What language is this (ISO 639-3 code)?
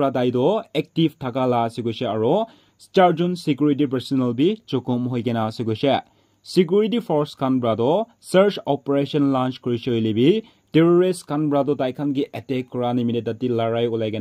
nag